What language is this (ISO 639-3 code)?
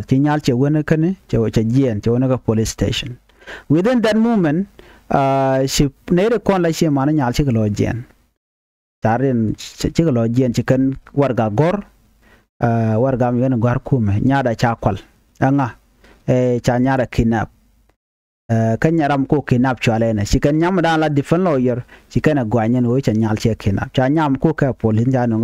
nus